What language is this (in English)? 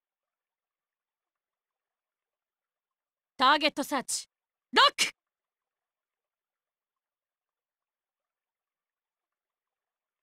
Japanese